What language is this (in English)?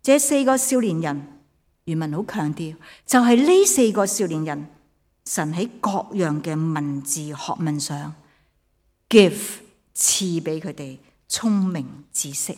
Cantonese